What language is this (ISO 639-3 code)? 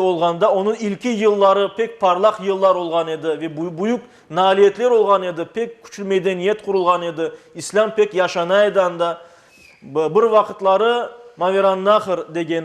crh